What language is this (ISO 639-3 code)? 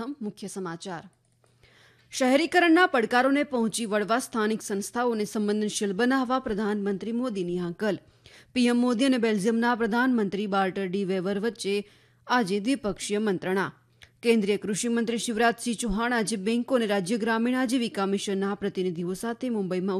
guj